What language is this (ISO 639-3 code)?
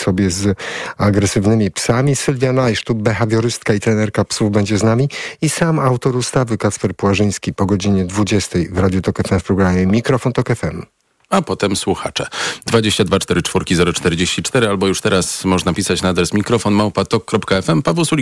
pol